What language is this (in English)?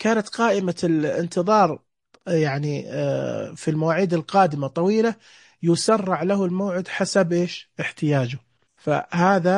Najdi Arabic